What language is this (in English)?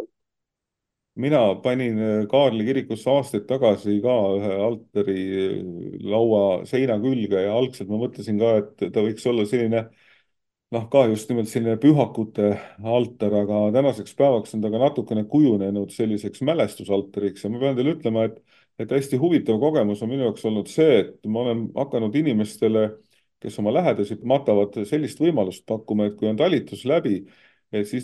Estonian